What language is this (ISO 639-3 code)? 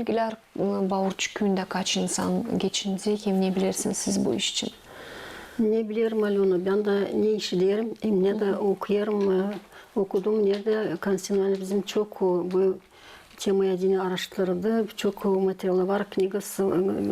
gag